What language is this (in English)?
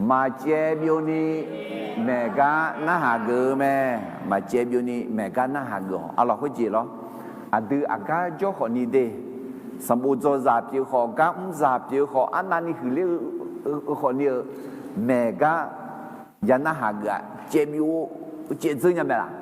Akha